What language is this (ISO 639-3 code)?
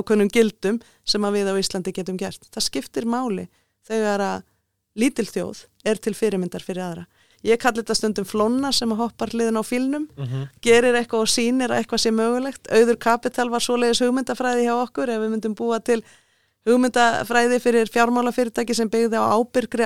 isl